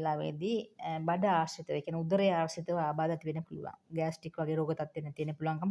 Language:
Sinhala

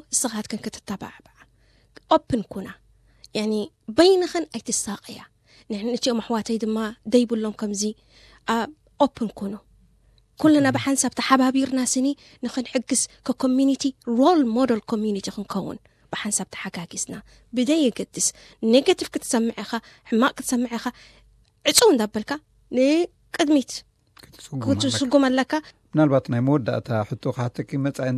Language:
Tigrinya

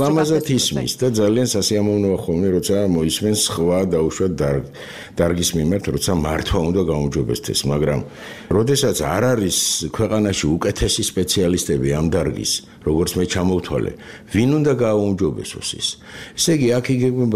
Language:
Georgian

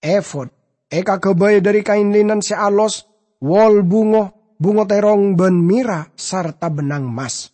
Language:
Madurese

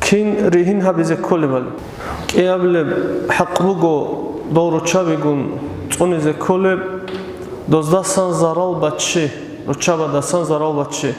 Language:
Avaric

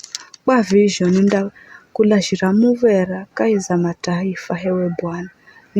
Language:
Giryama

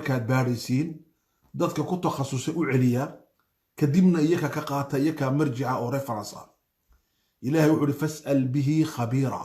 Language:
Somali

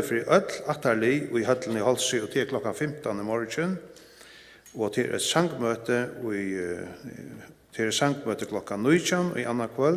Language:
Faroese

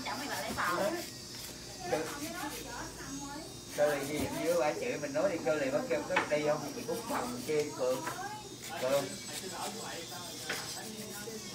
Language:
Vietnamese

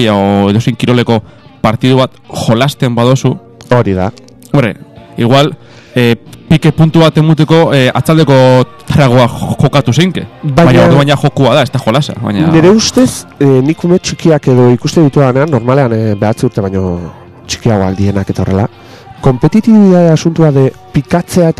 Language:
Basque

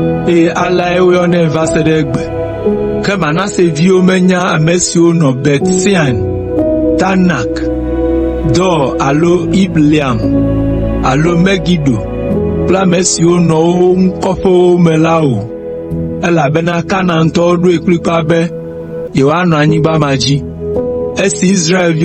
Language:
Ewe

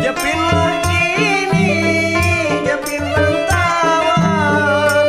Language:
Banjar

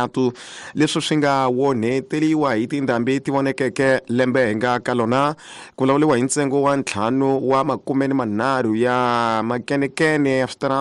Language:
Tsonga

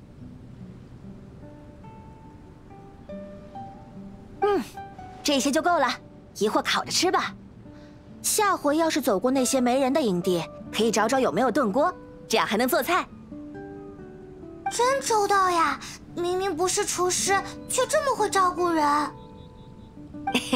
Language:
Chinese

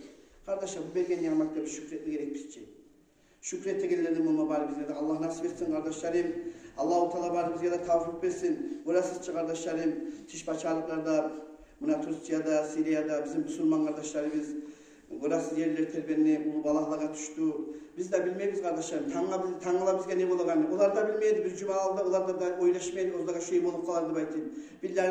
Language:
Kumyk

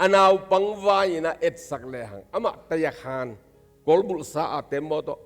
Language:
Tedim Chin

